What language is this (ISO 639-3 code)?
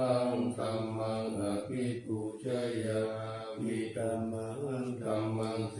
pli